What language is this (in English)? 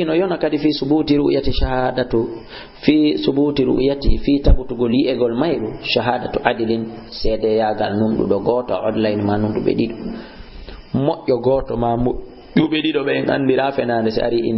Fula